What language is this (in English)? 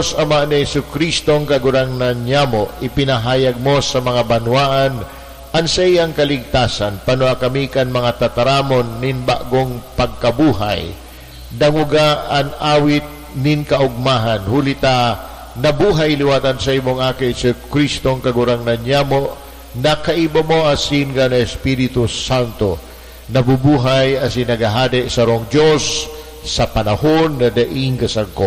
Bikol